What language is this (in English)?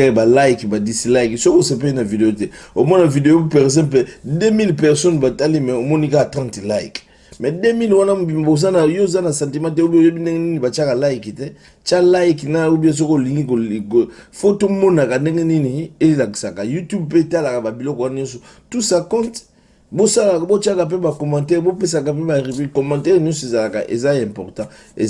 Lingala